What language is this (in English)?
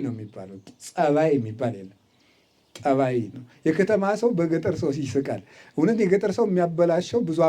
Amharic